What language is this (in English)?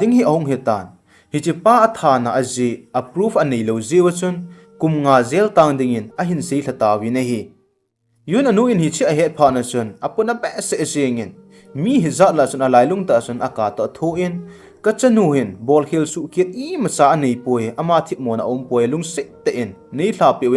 Thado Chin